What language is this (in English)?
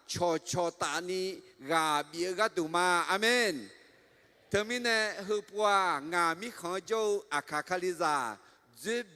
Akha